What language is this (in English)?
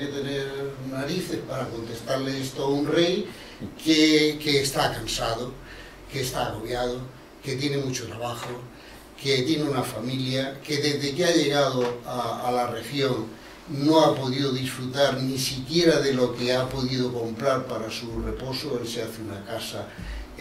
Spanish